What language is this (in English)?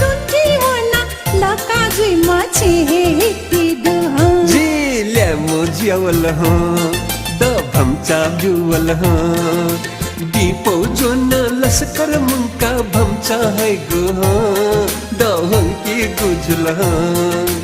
Newari